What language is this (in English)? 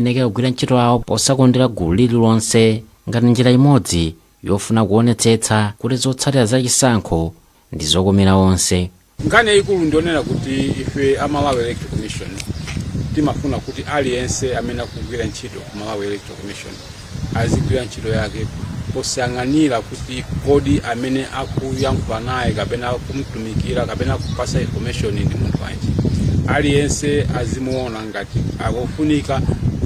Nyanja